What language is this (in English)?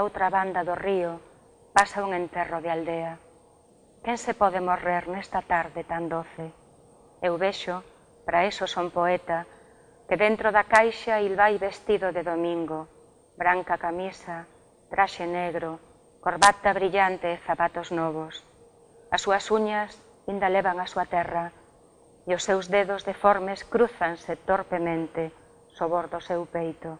Galician